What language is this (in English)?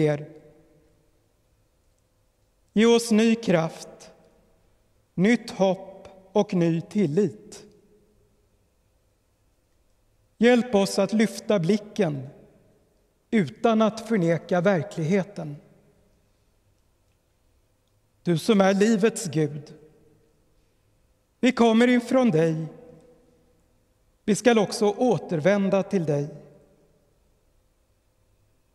Swedish